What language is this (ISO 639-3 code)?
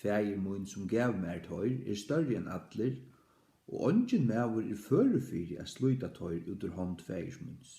fao